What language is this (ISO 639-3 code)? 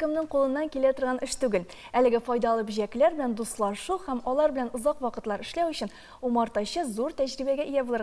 tat